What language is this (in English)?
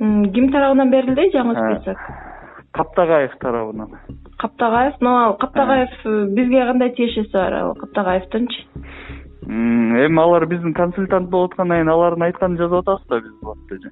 Kyrgyz